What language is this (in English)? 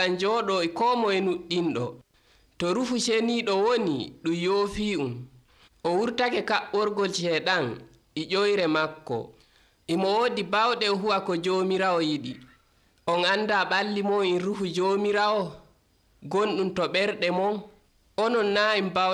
Nigerian Fulfulde